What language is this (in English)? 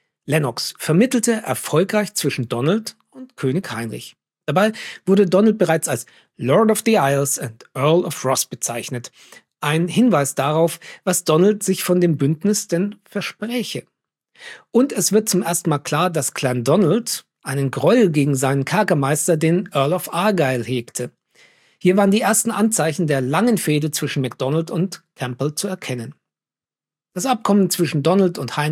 German